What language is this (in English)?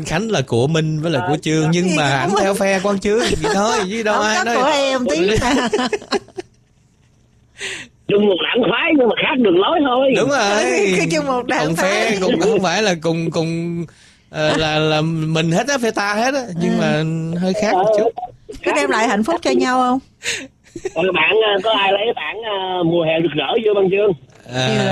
Vietnamese